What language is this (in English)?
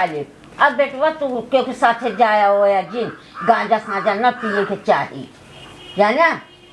Awadhi